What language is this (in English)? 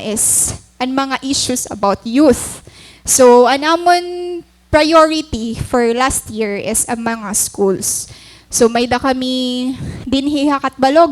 Waray